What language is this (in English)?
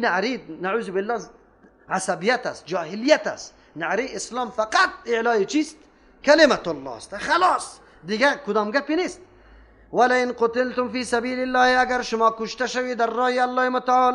Persian